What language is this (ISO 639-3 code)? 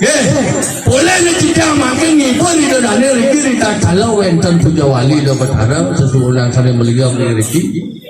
ban